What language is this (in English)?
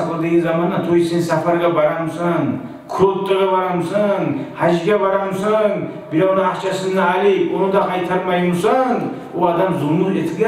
Kumyk